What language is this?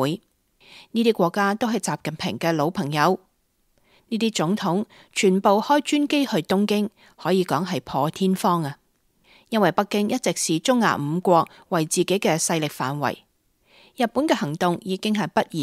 Cantonese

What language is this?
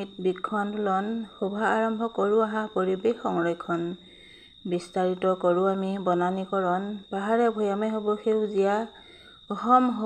Assamese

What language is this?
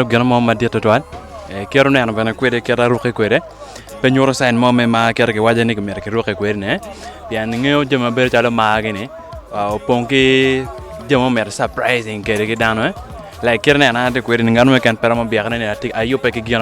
Acoli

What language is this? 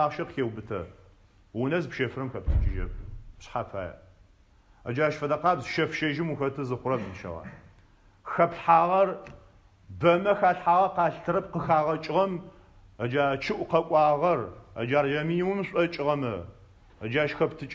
Adyghe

